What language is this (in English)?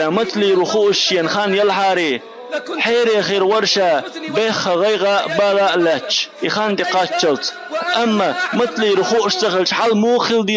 Chechen